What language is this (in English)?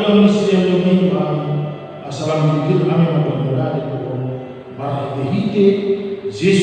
Batak Toba